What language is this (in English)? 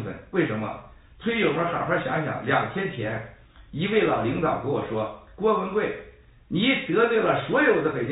Chinese